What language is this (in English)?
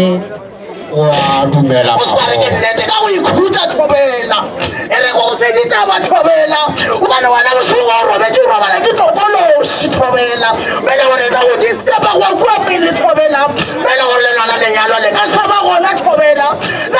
Northern Sotho